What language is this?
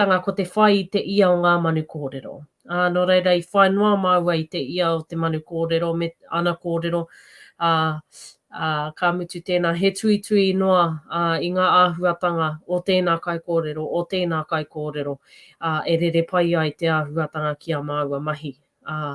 Māori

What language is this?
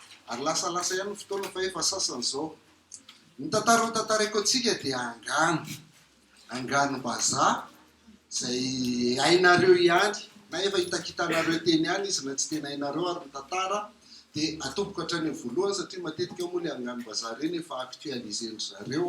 Malagasy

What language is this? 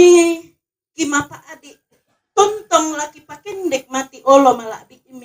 Toraja-Sa'dan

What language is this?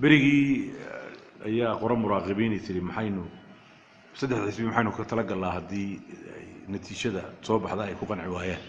Somali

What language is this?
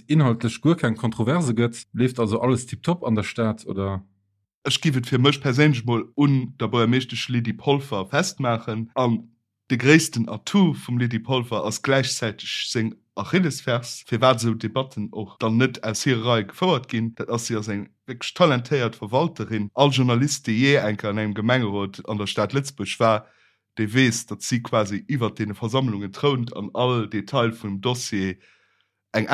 Luxembourgish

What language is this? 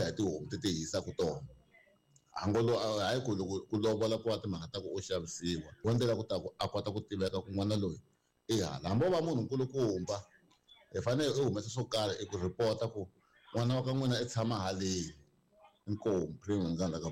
Tsonga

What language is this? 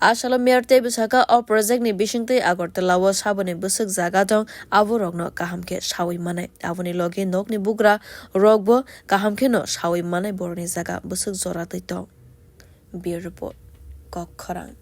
Kok Borok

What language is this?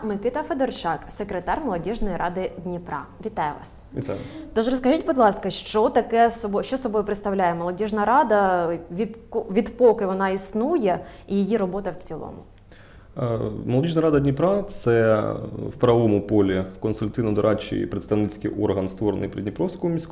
Ukrainian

